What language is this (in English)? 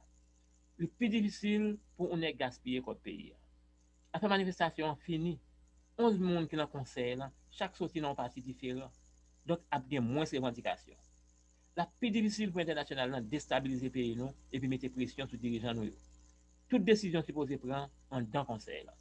Haitian Creole